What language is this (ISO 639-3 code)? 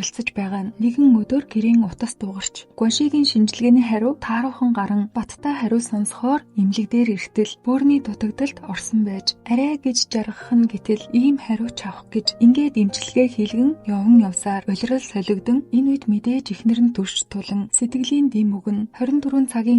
mon